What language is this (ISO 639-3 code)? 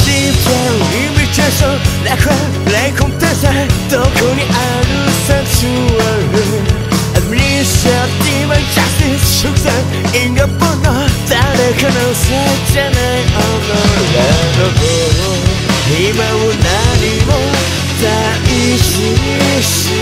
jpn